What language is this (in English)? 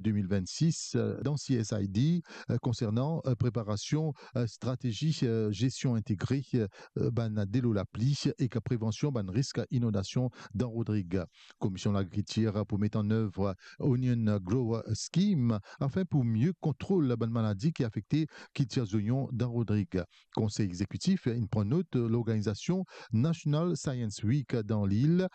Morisyen